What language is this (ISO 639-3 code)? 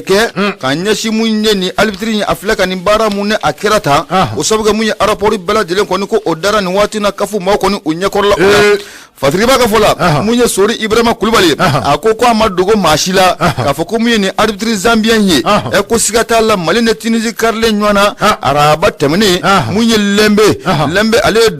bam